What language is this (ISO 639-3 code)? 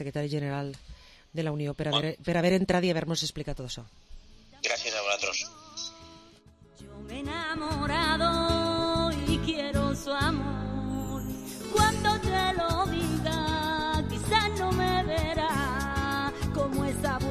cat